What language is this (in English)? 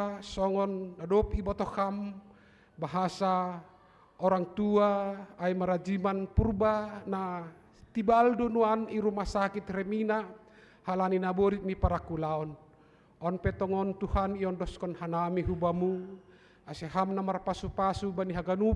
Batak Simalungun